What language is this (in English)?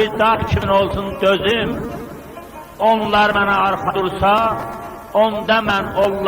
South Azerbaijani